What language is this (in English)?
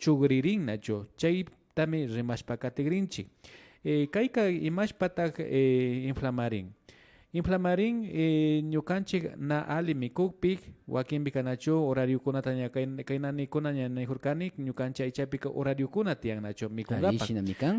Imbabura Highland Quichua